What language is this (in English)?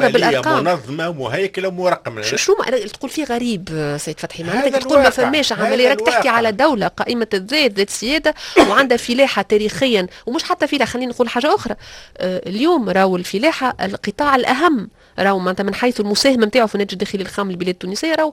Tunisian Arabic